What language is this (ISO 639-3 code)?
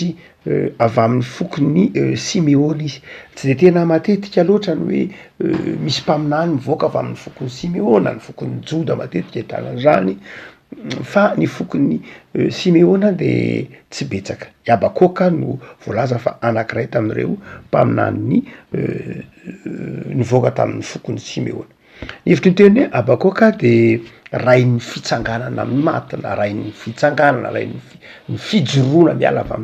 mlg